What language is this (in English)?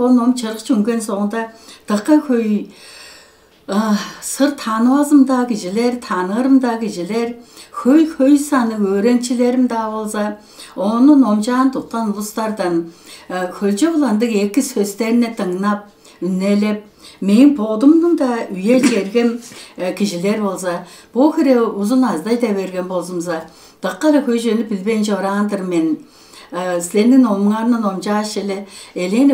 Tuvinian